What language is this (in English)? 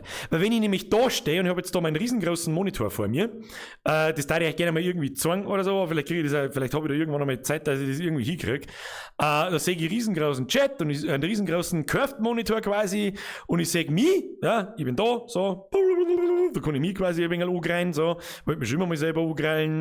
Bavarian